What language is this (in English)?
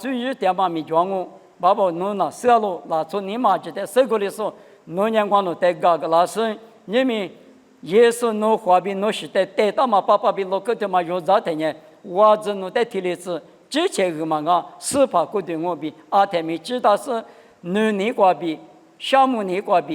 Lisu